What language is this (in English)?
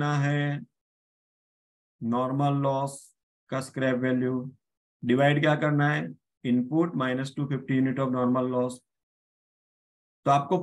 Hindi